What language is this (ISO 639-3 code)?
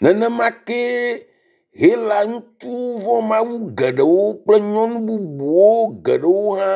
ewe